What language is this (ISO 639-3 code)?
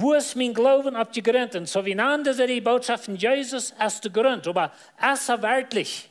pdt